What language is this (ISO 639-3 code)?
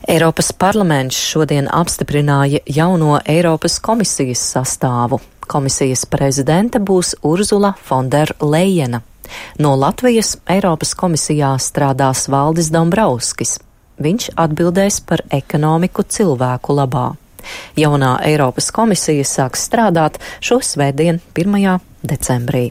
lav